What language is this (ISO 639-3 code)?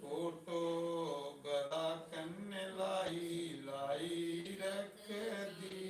doi